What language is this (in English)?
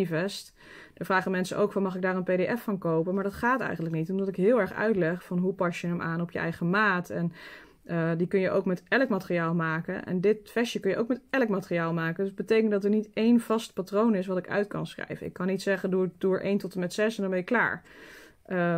Dutch